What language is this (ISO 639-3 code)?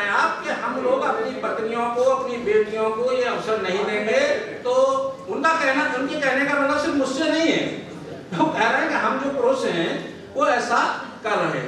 hin